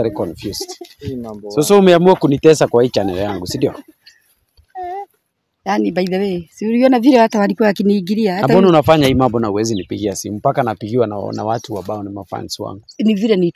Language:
Swahili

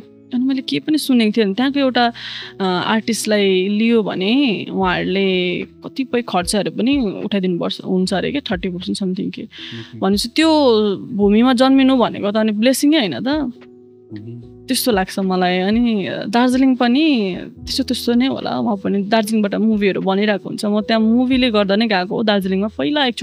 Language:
Nepali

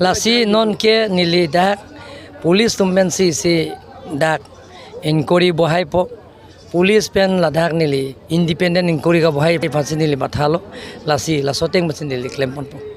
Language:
Karbi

